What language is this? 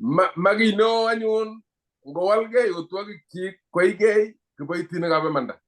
Kalenjin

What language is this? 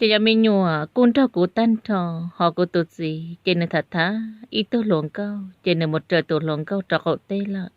Hmong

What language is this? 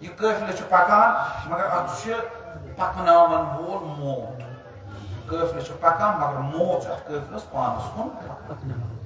Kashmiri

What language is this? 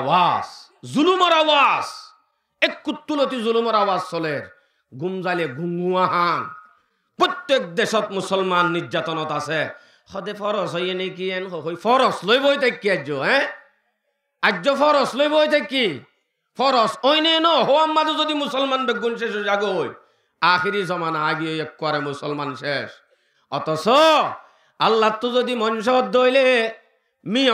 Rohingya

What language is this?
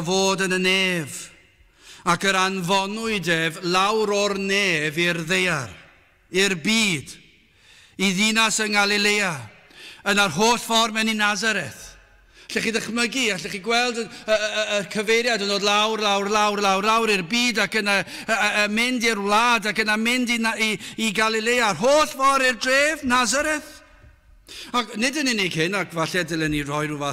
Welsh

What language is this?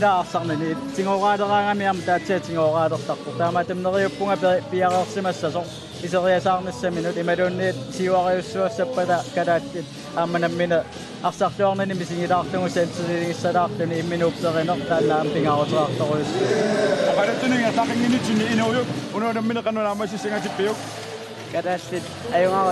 Kalaallisut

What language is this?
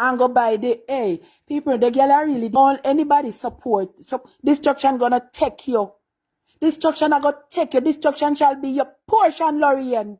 Jamaican Creole English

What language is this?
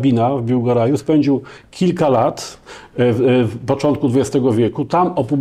Polish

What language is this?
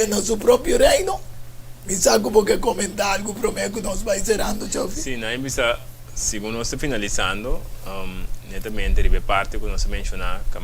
Papiamento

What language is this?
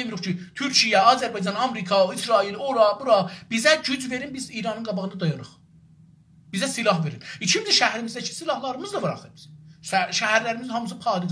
South Azerbaijani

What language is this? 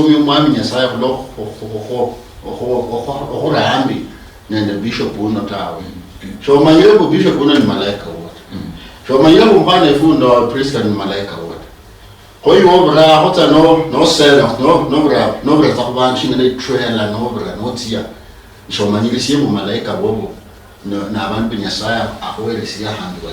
Luyia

